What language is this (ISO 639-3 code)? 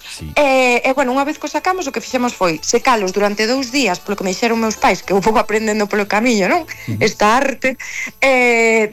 glg